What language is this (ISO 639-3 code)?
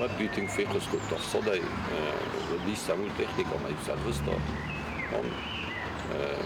oss